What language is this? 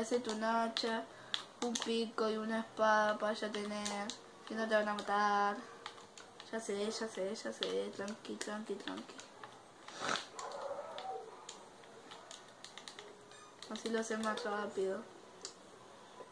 Spanish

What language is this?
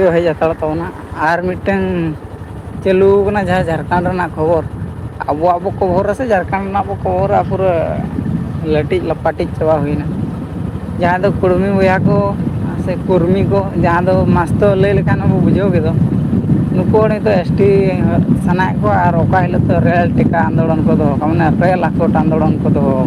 Santali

